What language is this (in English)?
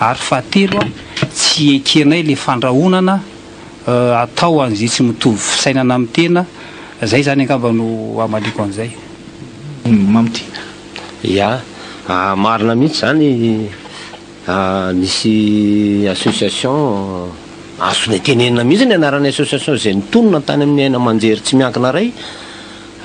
Malagasy